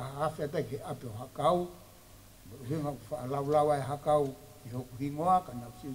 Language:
Tongan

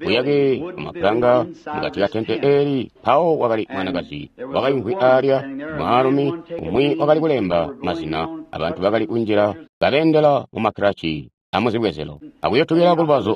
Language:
Tonga (Zambia)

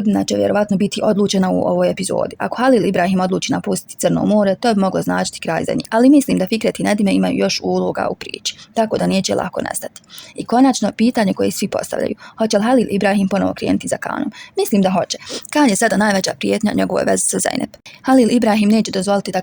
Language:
Bosnian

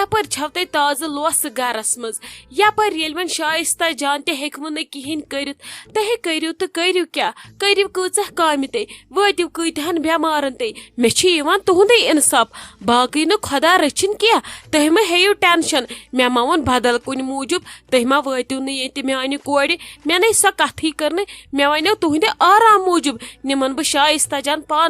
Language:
Kashmiri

